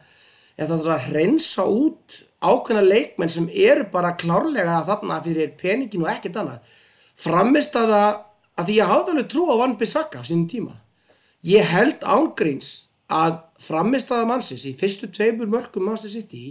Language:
Icelandic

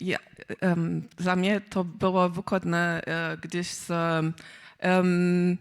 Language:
Upper Sorbian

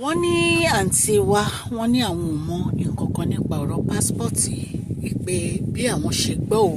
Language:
Yoruba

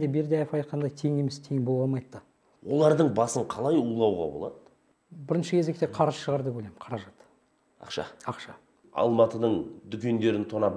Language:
Kazakh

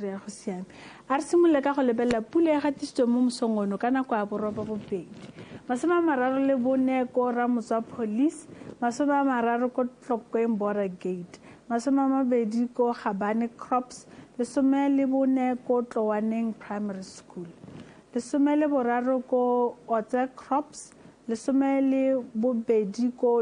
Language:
Tswana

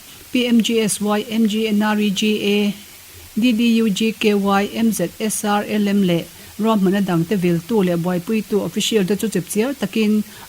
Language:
Mizo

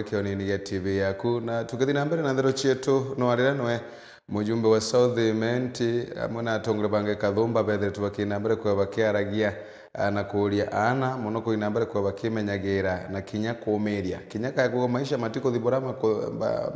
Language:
Meru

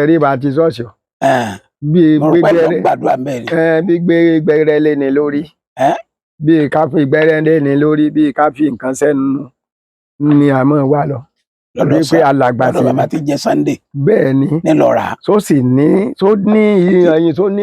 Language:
Yoruba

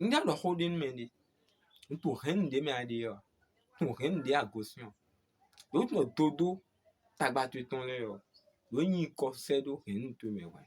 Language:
Fon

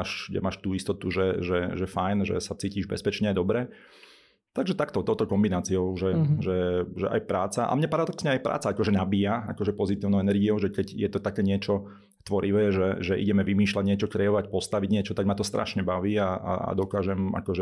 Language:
Slovak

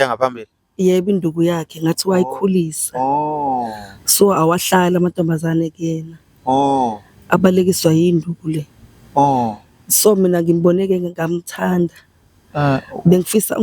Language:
Zulu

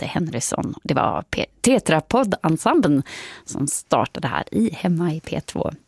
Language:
Swedish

